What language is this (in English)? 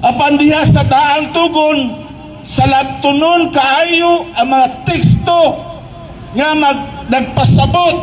Cebuano